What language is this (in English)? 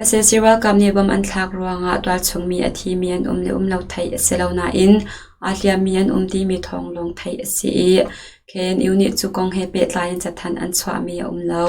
Hakha Chin